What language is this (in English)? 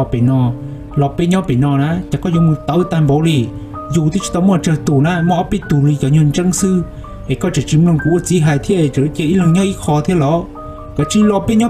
Hmong